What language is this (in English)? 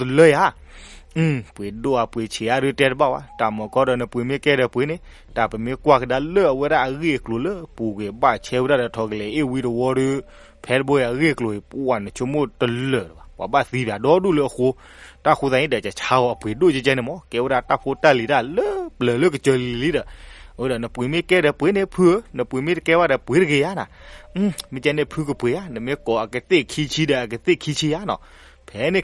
S'gaw Karen